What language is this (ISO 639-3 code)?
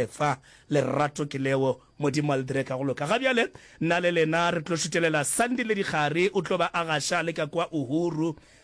nso